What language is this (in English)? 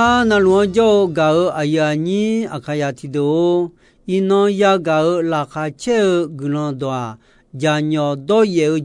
Akha